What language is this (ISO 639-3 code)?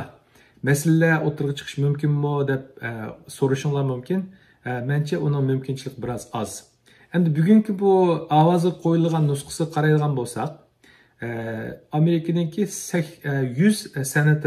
uig